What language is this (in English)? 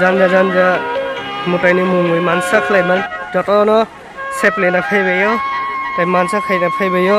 Kok Borok